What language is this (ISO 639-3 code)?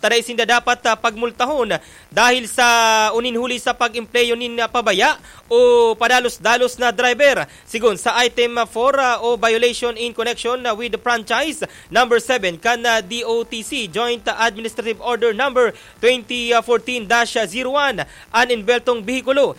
bik